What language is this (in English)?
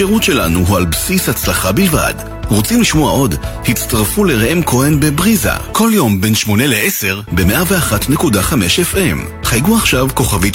Hebrew